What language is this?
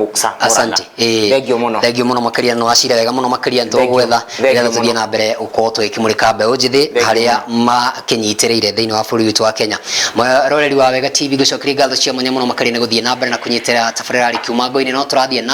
Kikuyu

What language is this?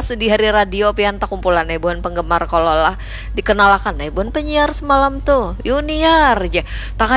Banjar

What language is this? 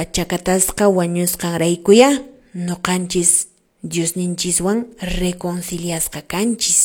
Quechua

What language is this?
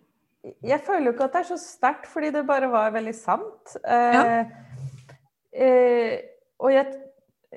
Norwegian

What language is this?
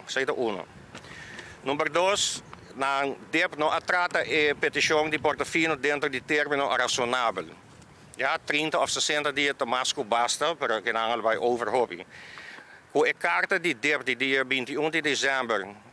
Papiamento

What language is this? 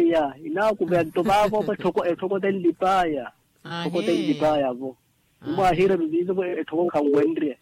Makhuwa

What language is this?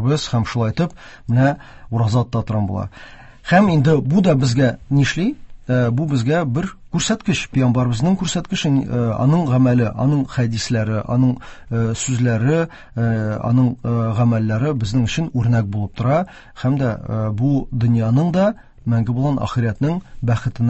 Tatar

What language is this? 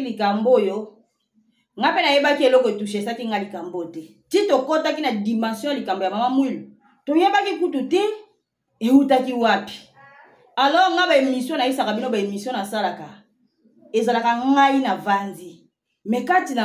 Lingala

